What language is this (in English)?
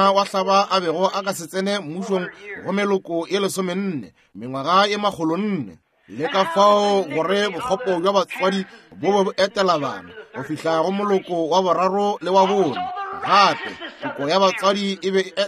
Northern Sotho